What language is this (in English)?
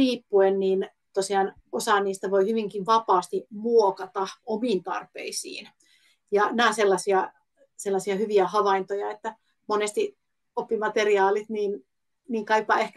Finnish